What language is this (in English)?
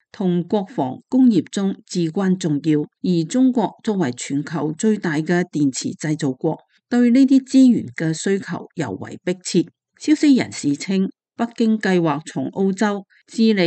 Cantonese